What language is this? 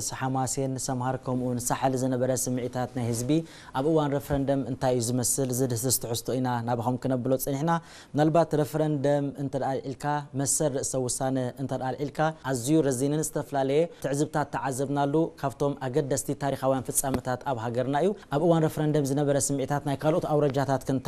Tigrinya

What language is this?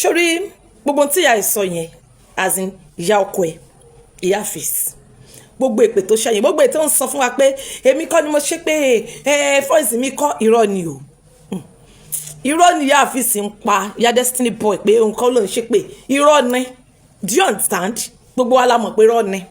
Yoruba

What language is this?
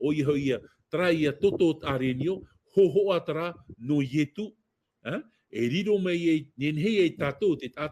Tahitian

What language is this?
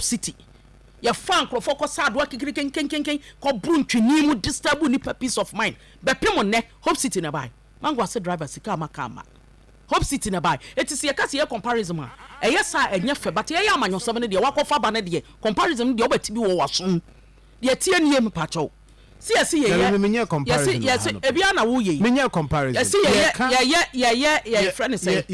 Akan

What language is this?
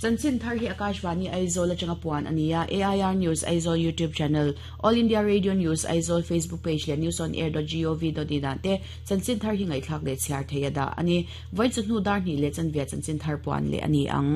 Mizo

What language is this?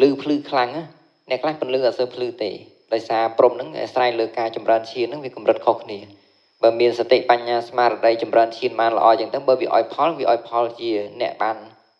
Khmer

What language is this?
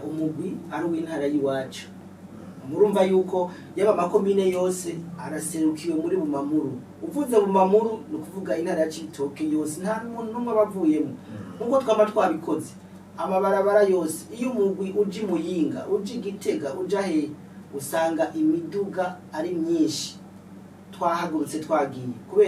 Rundi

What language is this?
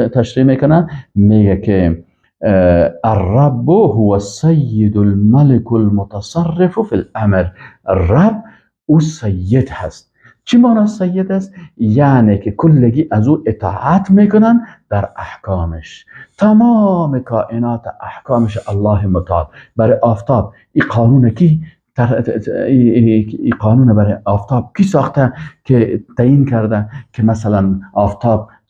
Persian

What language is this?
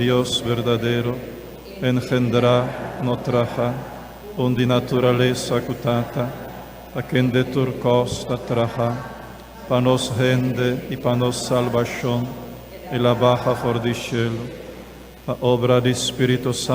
Papiamento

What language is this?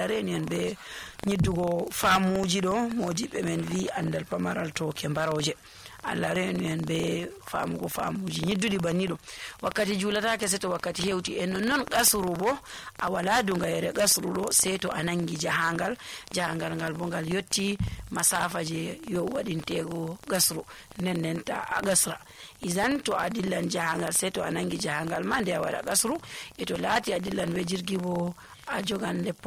Nigerian Fulfulde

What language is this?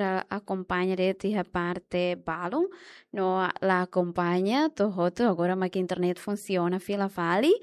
Tetum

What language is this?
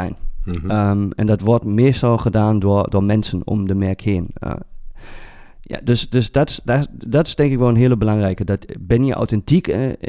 Dutch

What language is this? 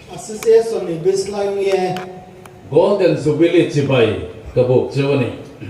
Riang (India)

